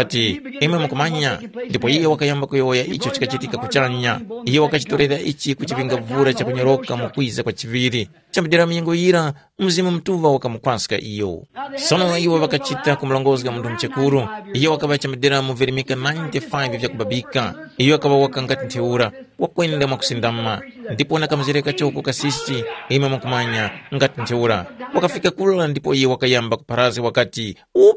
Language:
Tumbuka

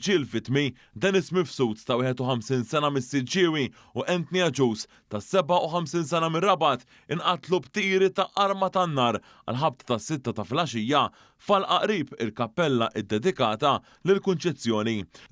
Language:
Maltese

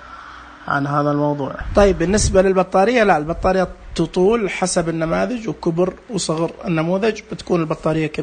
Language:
Najdi Arabic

